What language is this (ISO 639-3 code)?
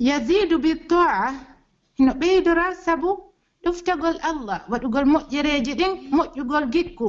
fuf